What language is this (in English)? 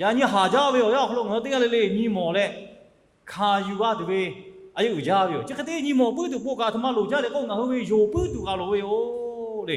Lahu